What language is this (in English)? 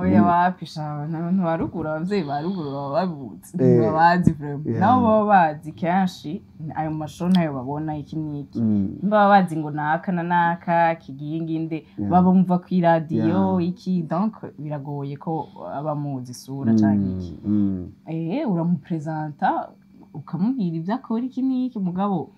Rundi